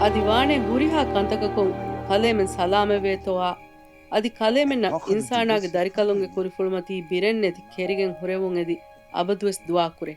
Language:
Divehi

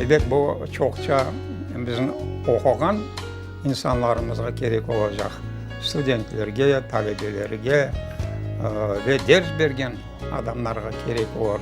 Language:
Crimean Tatar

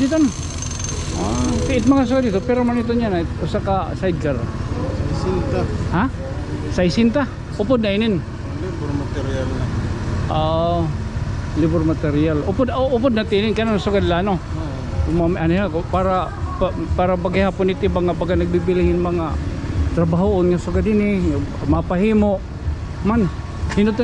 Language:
Waray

